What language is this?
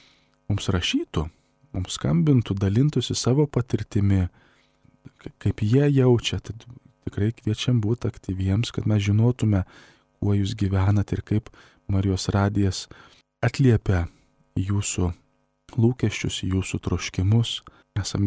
Lithuanian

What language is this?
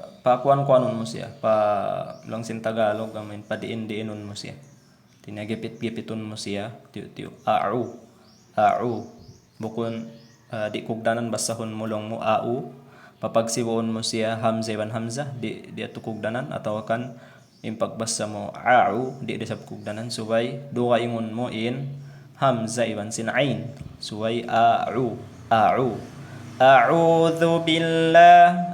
Tausug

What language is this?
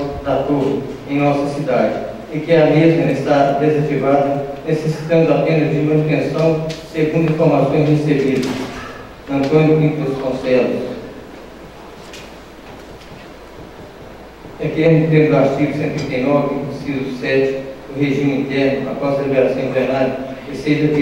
Portuguese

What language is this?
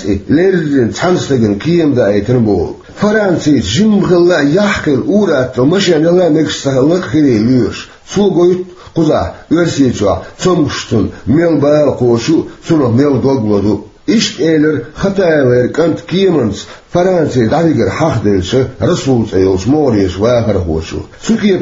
Chechen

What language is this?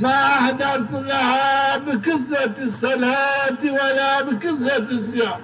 Zaza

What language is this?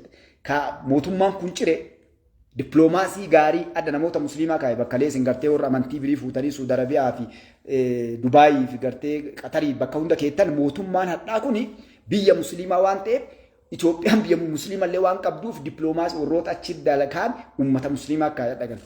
Oromo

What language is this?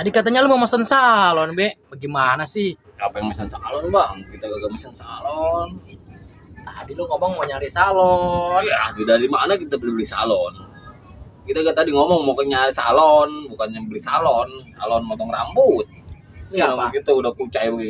Betawi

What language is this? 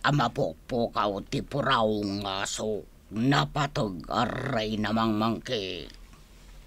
Iloko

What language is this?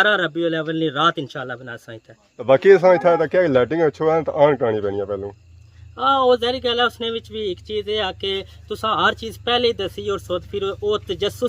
Pahari-Potwari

